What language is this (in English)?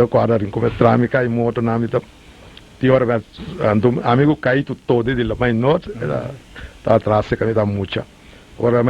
Papiamento